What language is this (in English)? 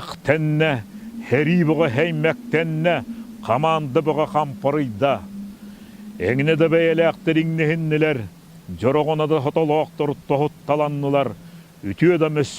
Yakut